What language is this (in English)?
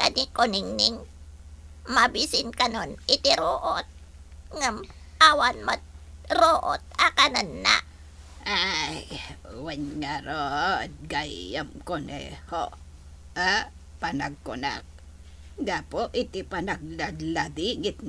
Iloko